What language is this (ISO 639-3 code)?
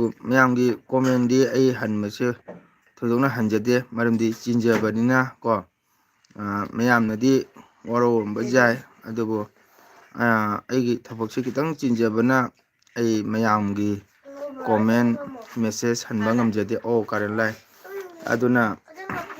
mni